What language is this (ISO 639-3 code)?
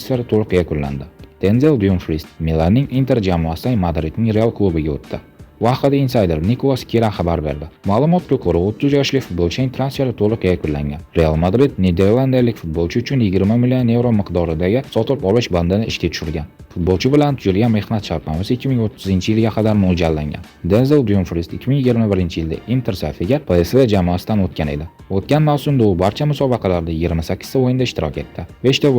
uzb